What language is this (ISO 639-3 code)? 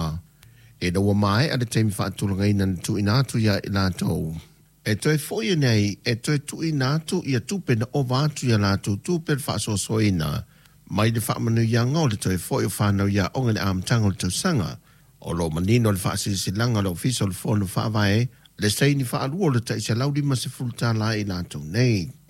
smo